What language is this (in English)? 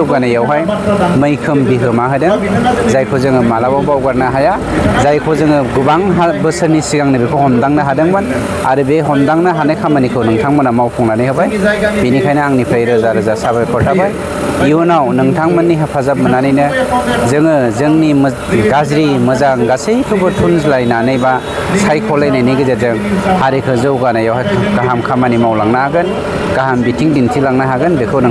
Bodo